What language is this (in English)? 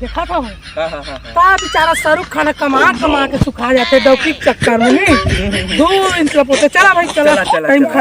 Chhattisgarhi